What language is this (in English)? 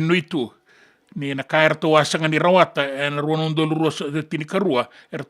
Fijian